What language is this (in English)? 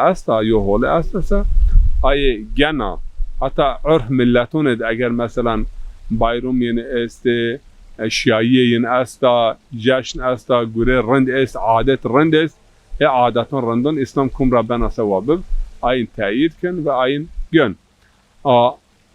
Zaza